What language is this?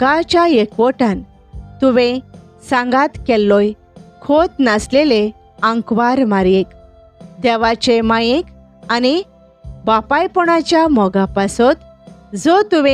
Konkani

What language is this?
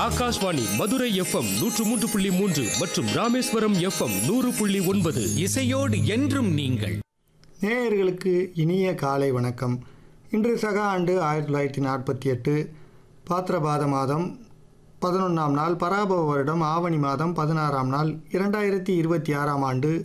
Tamil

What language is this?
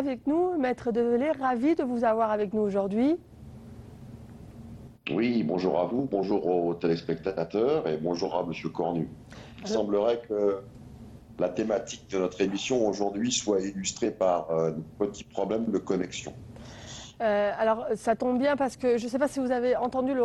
French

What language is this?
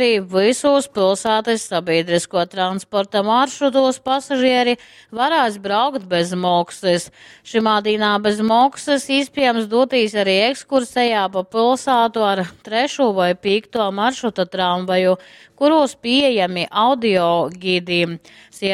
Latgalian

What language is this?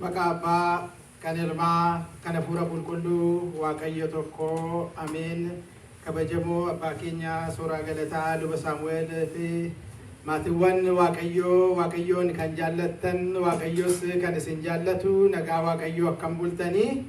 Oromo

